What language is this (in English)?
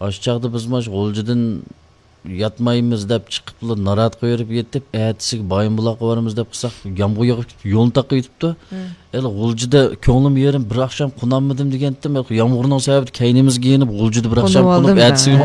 Uyghur